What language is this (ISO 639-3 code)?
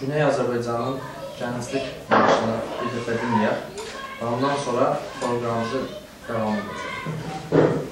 azb